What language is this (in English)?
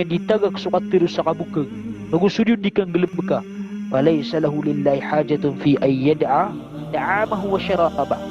Maranao